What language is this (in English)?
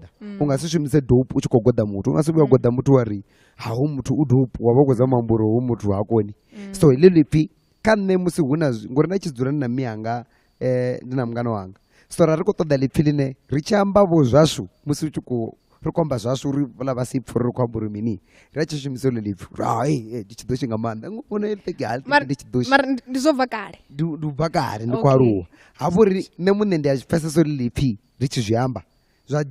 Venda